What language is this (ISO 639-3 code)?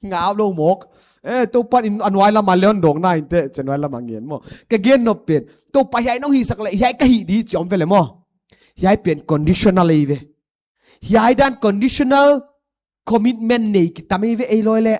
pck